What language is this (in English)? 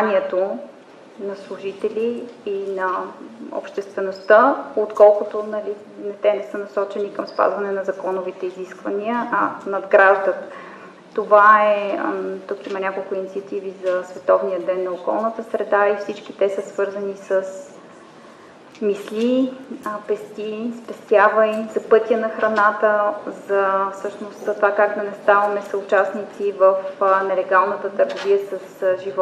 Bulgarian